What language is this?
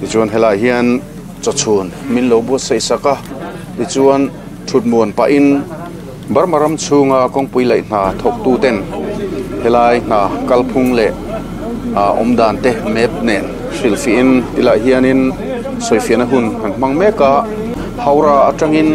Mizo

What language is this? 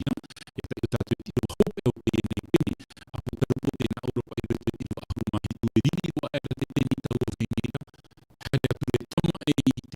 Tahitian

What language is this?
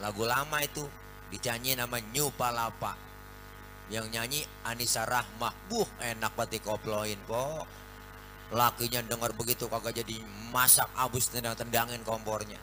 Betawi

